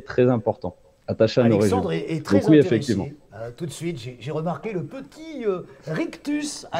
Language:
French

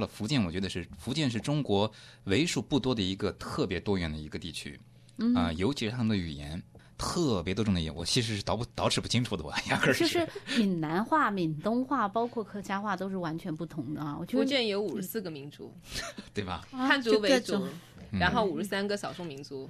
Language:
Chinese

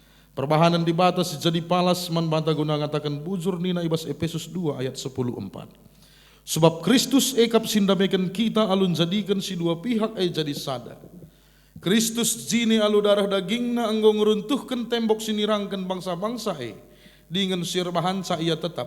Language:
Batak Karo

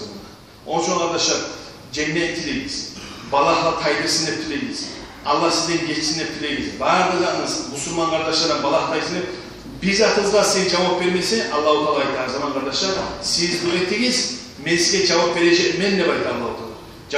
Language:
Kumyk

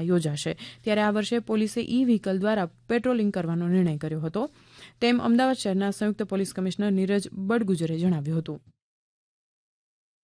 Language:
Gujarati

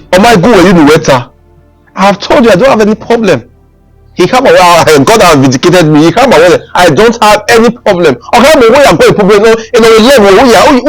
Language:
Bini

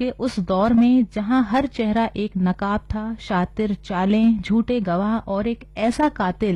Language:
Hindi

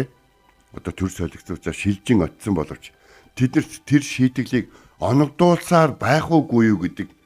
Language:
Mongolian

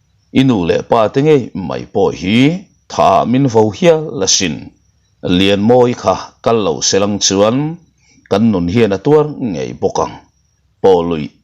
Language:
Mizo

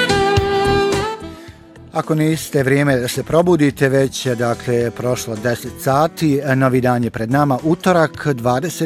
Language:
Bosnian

